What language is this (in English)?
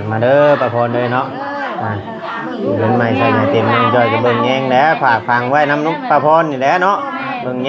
Northeastern Thai